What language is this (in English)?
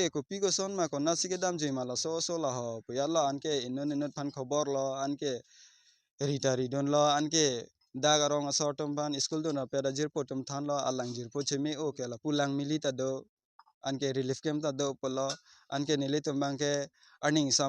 Karbi